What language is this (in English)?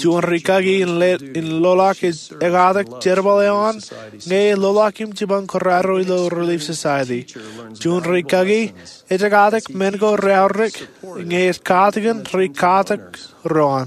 Marshallese